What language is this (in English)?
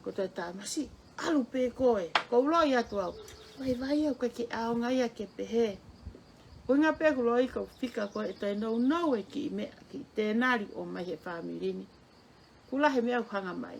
Tongan